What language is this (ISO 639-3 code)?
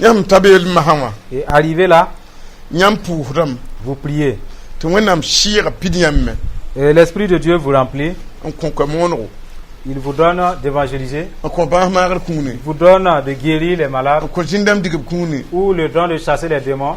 mos